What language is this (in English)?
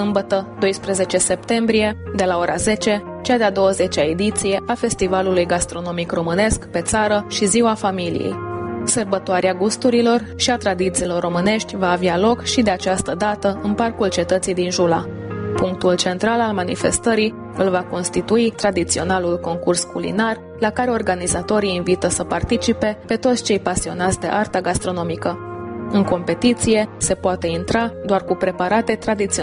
Romanian